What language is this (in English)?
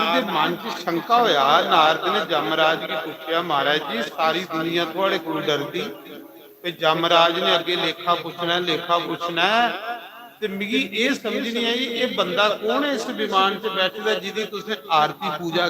Dogri